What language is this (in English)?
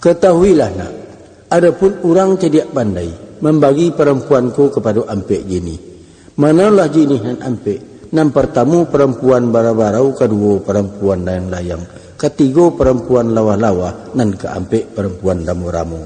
Minangkabau